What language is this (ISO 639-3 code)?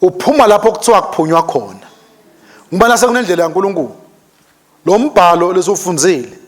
ssw